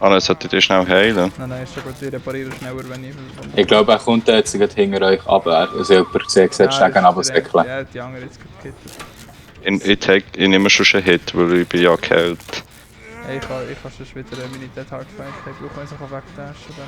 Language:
Swiss German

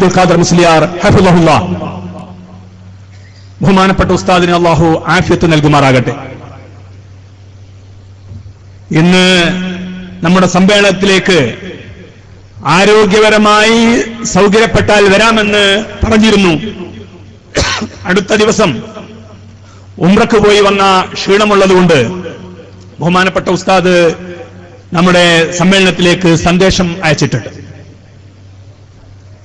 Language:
Malayalam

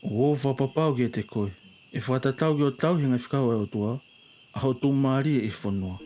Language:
Tongan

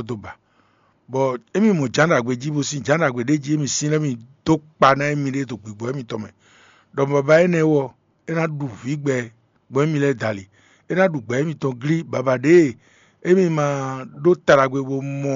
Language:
Fon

